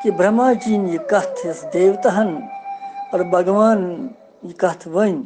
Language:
Kashmiri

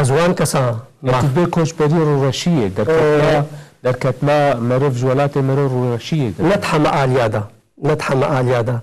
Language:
Kurdish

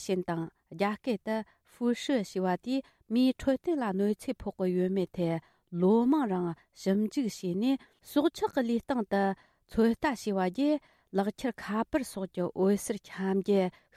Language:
Tibetan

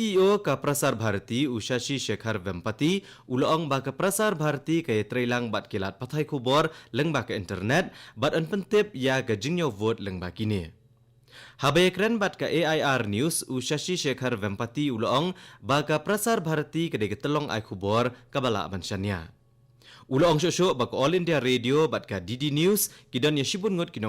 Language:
Khasi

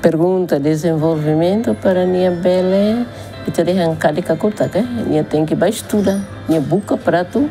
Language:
Tetum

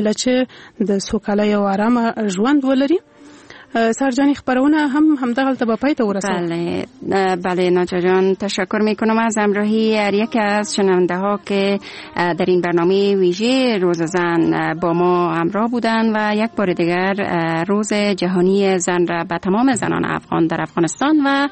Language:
Persian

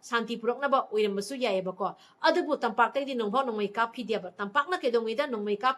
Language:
Manipuri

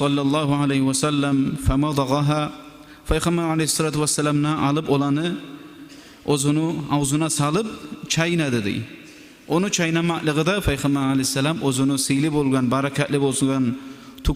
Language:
Kumyk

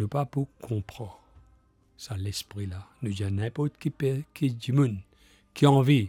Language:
Morisyen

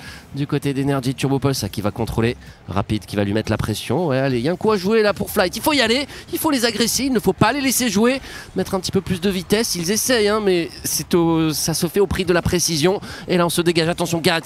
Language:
French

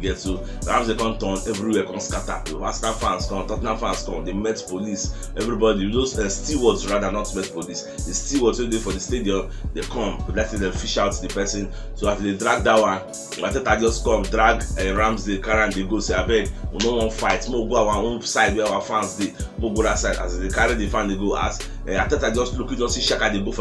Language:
Nigerian Pidgin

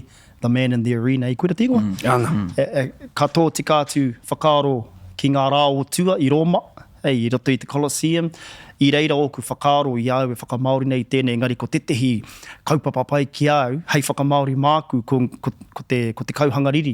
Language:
Māori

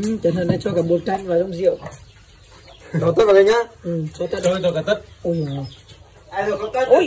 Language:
Vietnamese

